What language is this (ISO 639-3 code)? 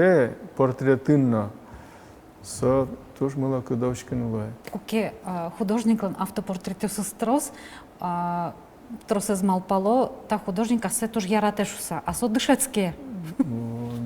udm